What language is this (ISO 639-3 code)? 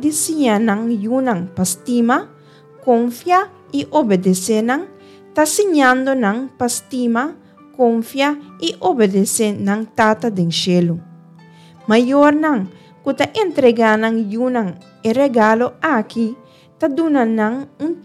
pap